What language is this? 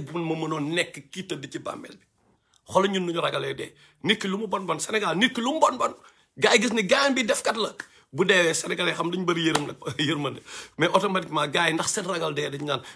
Wolof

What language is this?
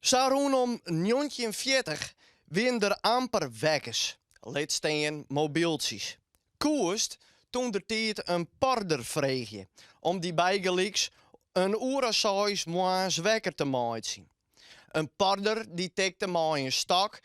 Western Frisian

